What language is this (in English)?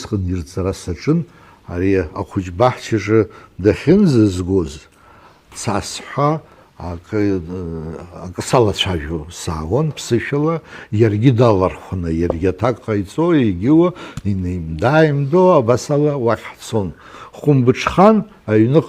Abkhazian